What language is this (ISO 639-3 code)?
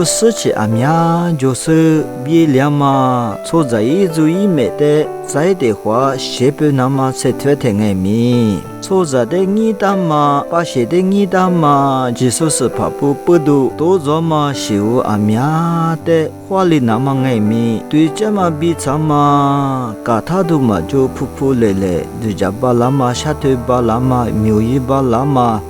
lis